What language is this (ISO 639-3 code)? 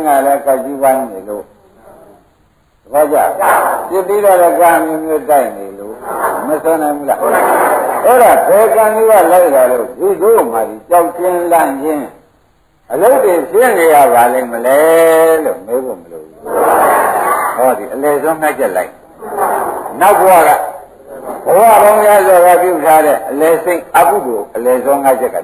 mya